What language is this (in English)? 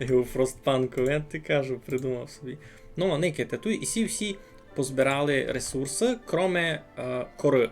Rusyn